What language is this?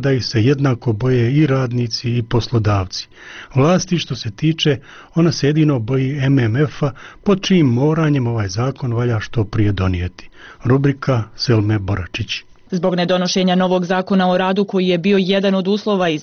Bosnian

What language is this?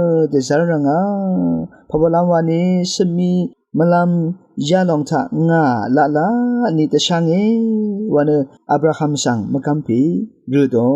Rawang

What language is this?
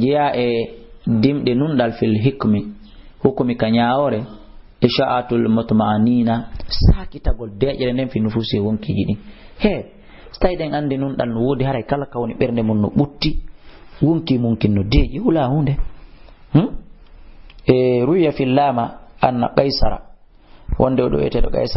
Fula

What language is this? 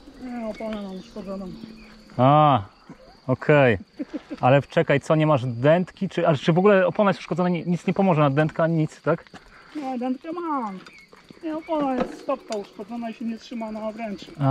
Polish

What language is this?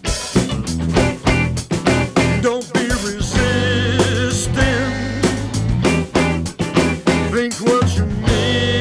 English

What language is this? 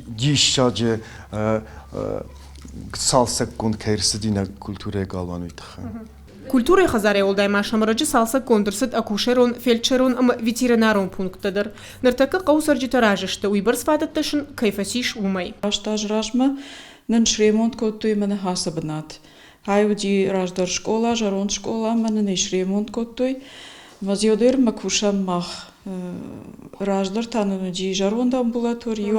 Ossetic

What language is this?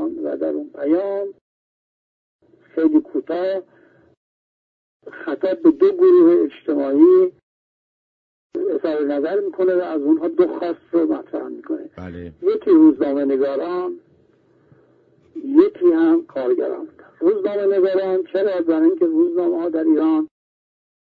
Persian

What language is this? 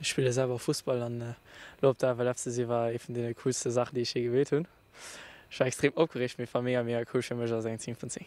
Luxembourgish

